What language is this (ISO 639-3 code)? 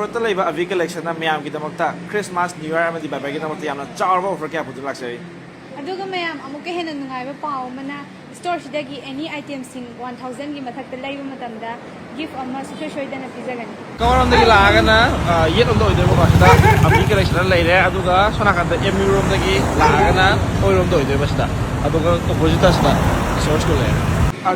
mni